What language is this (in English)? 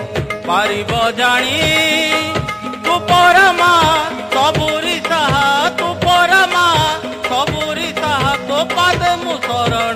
Odia